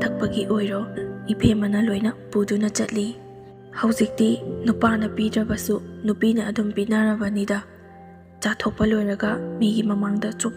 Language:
Manipuri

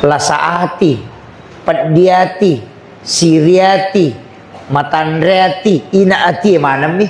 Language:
Buginese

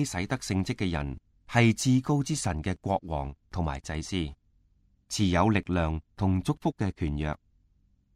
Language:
Cantonese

